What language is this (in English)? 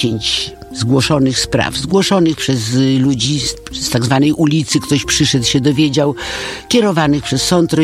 Polish